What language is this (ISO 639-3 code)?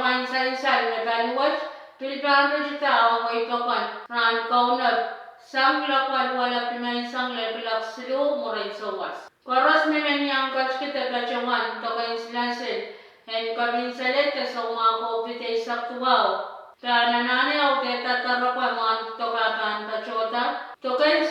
pon